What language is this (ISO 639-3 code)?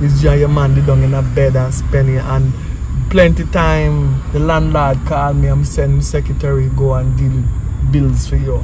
jam